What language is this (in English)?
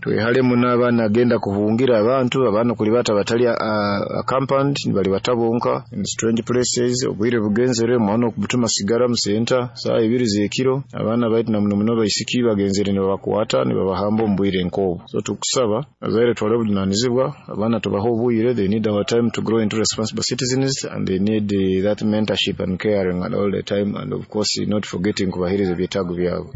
Nyoro